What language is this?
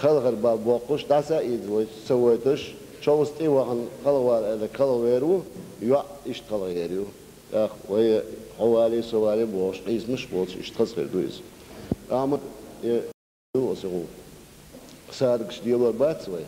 Chechen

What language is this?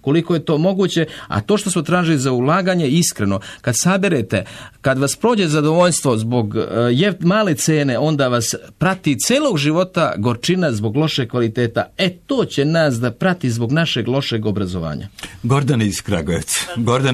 Serbian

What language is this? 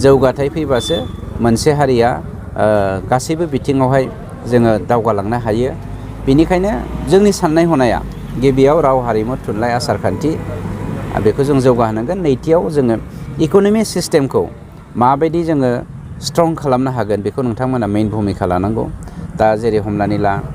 Bodo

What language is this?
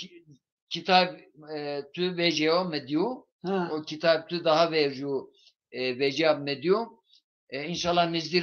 Zaza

